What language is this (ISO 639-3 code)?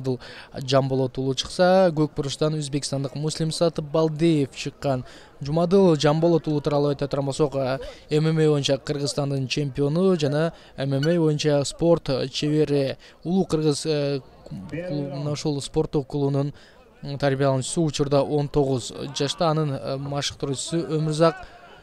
kir